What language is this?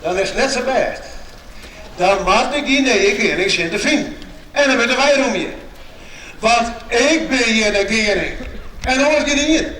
Western Frisian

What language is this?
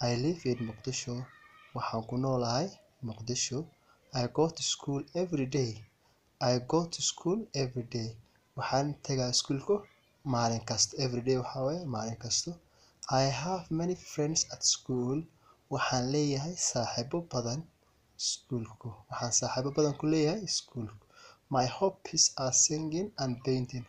Somali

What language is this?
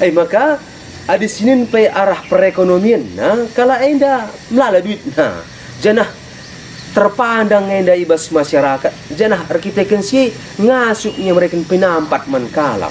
Batak Karo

